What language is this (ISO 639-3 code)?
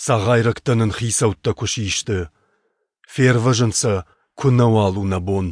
oss